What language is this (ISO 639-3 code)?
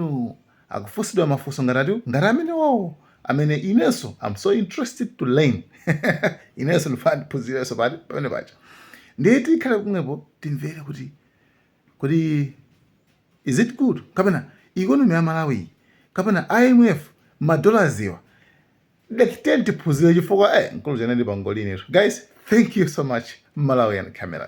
nya